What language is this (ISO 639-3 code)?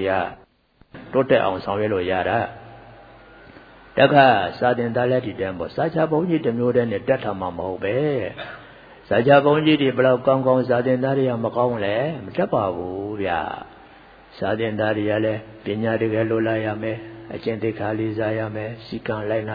mya